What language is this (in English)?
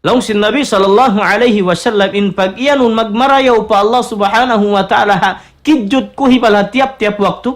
Tausug